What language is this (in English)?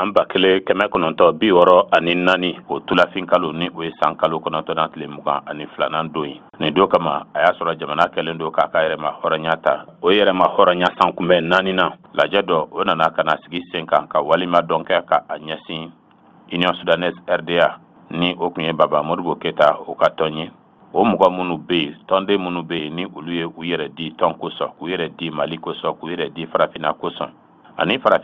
Bambara